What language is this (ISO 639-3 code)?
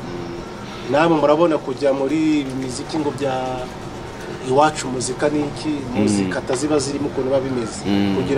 kin